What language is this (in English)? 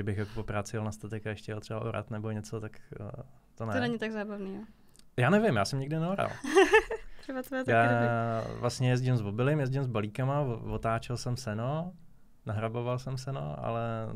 Czech